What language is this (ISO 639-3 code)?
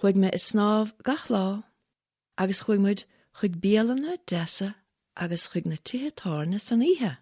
gle